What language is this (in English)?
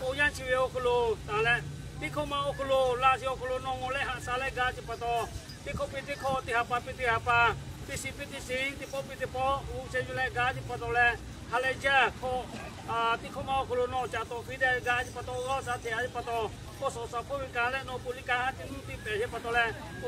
Lahu